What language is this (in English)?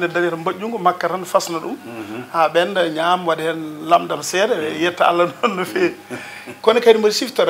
Fula